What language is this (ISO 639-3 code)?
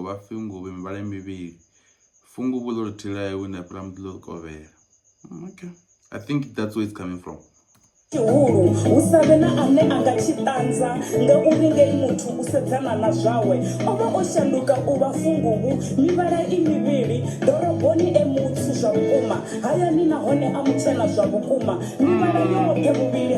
ven